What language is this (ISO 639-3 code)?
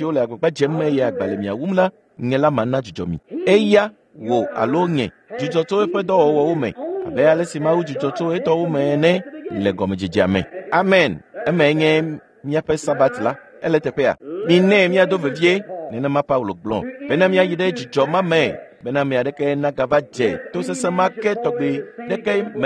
ewe